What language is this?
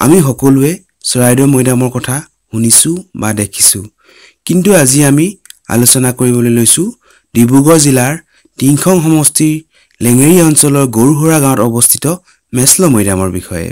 Assamese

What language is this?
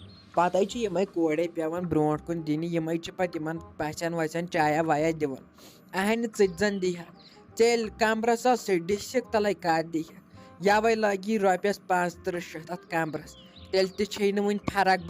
Kashmiri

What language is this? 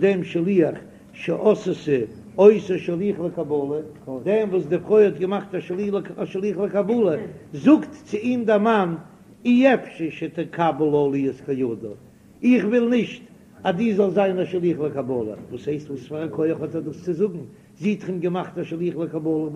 Yiddish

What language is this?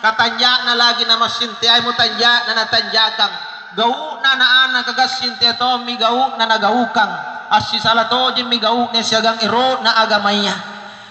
Makasar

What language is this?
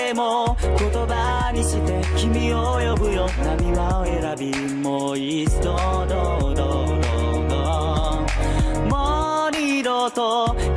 Japanese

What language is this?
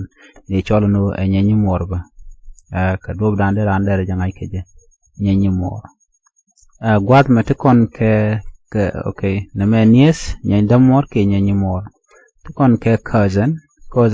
Nuer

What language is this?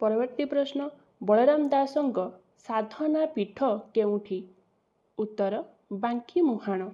Odia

